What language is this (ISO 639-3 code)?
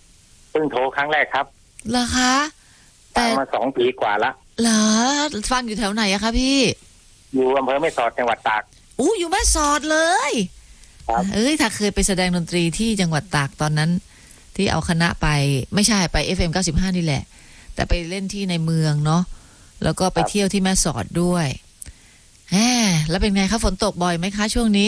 tha